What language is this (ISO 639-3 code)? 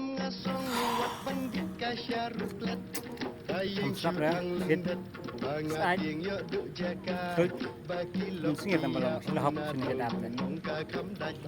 kha